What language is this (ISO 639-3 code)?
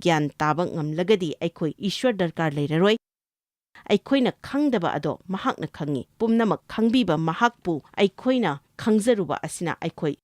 mni